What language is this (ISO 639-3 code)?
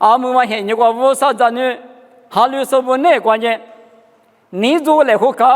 lis